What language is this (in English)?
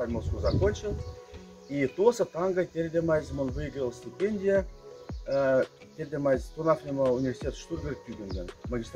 Moksha